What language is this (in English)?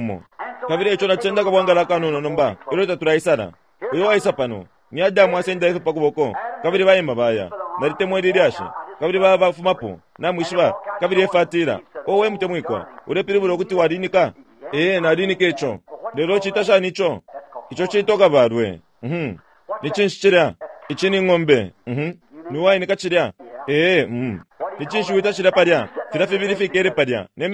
Bemba